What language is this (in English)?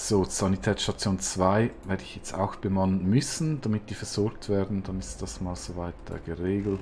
Swiss German